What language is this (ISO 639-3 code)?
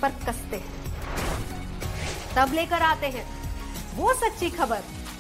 hin